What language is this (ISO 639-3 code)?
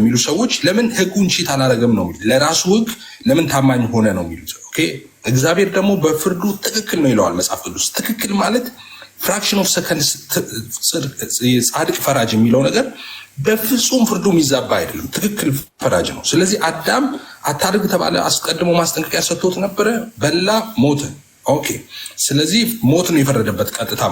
amh